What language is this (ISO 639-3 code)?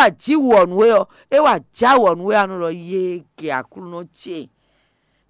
fon